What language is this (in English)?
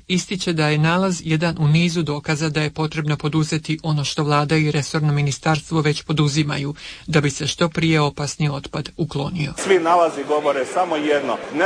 Croatian